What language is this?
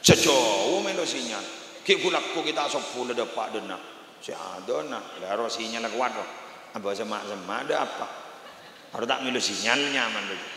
Madurese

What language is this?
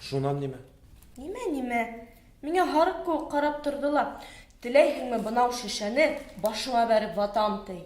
Bashkir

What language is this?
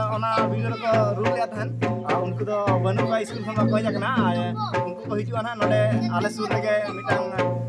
Santali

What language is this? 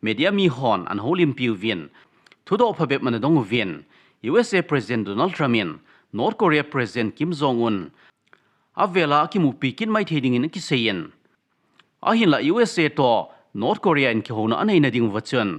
Thado Chin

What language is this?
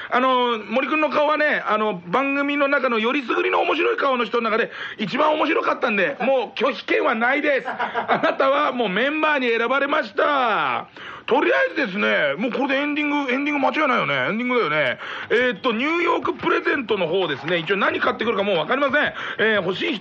Japanese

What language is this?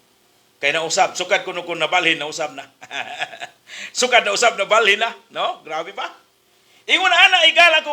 Cebuano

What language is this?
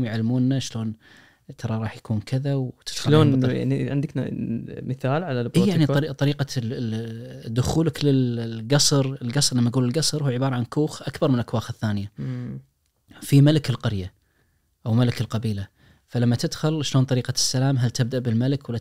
Najdi Arabic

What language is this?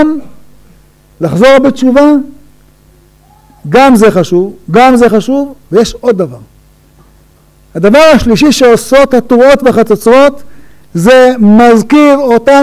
Hebrew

